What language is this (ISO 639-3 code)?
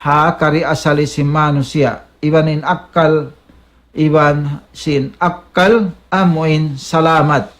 tsg